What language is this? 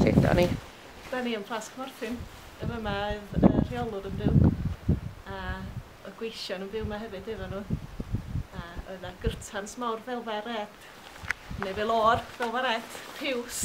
Welsh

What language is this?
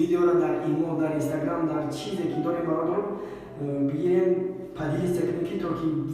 Tajik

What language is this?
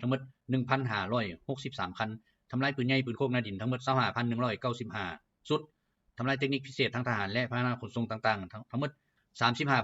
Lao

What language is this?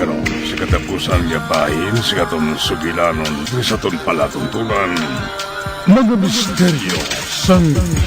Hiligaynon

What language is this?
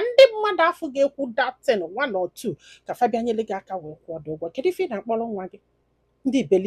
Igbo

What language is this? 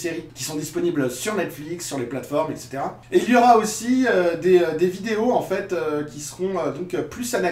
French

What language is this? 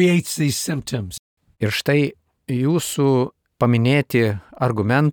Lithuanian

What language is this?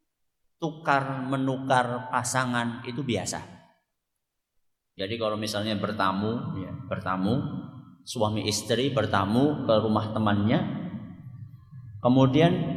Indonesian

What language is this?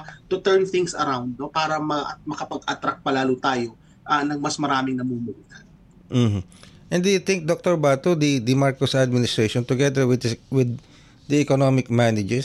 Filipino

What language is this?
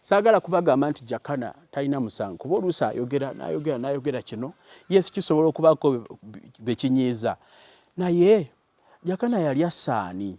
Ganda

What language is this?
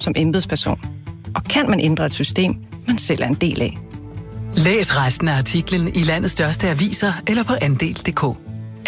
Danish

